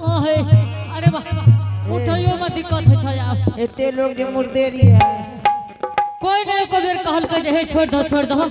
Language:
Angika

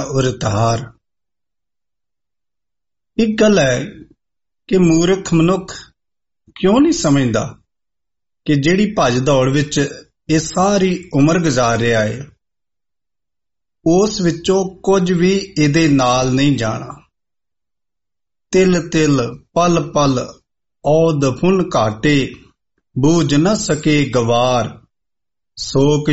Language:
Punjabi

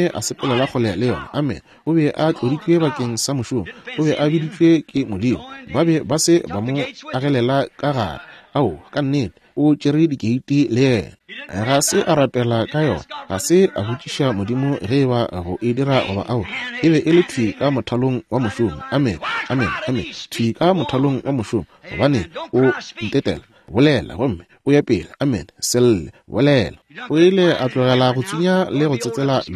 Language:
Northern Sotho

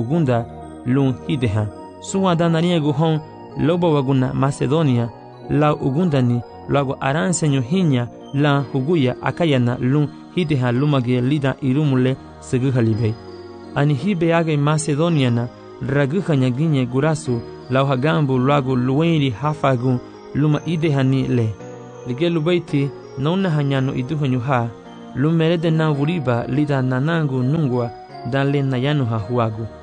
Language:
Garifuna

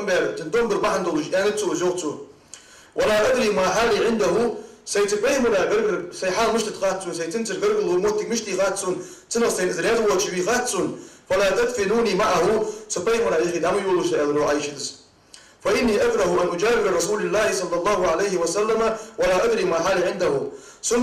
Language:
Ingush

